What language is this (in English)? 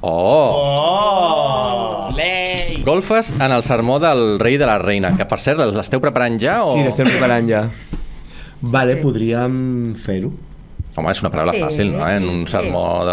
Catalan